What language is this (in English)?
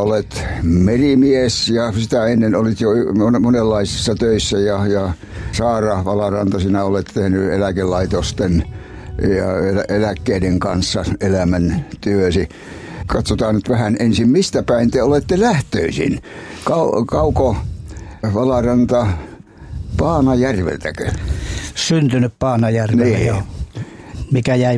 Finnish